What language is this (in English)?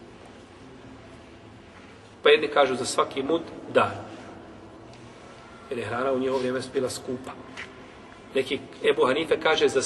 Bosnian